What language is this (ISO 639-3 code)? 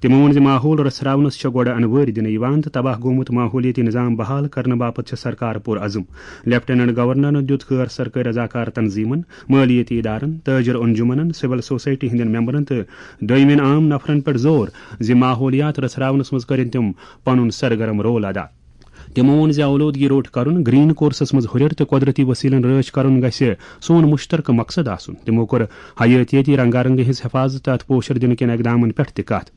kas